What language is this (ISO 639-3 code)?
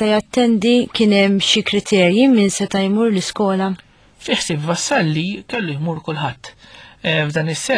mlt